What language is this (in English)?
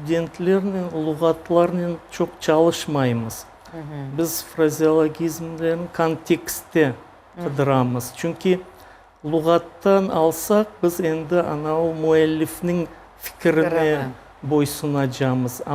Crimean Tatar